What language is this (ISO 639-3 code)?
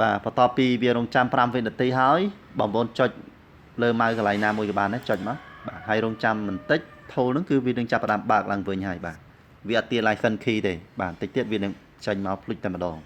khm